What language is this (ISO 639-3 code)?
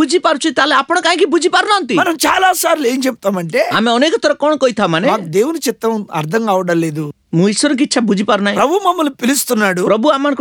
ori